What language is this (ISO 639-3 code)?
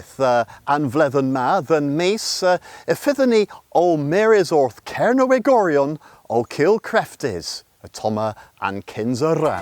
cor